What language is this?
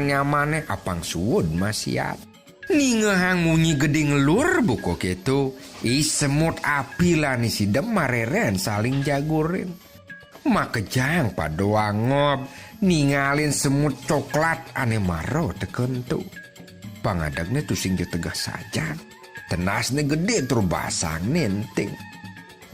Balinese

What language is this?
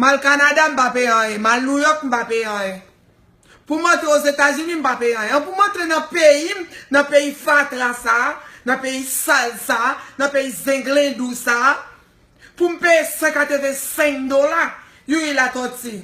Haitian Creole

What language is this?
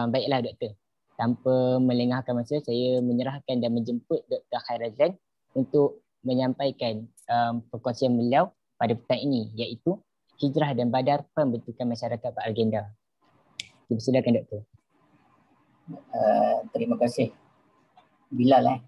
Malay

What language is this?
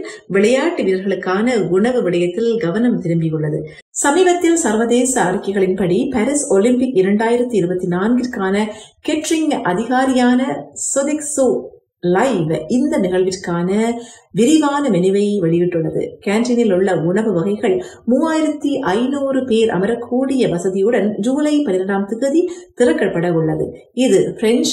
Tamil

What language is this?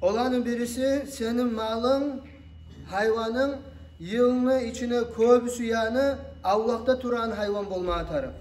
Kumyk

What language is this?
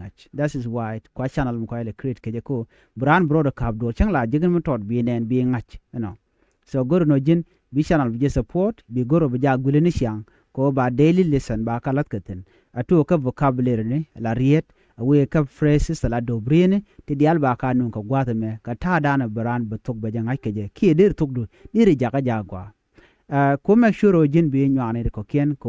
Nuer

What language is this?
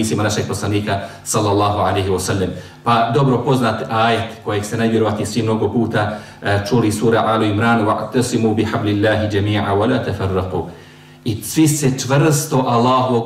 Bosnian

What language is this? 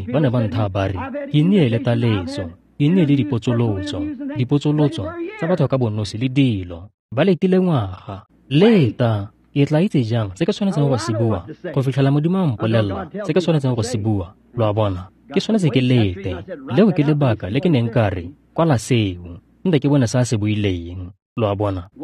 Tswana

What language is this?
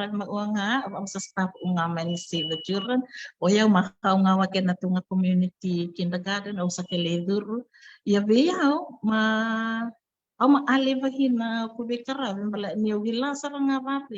Fijian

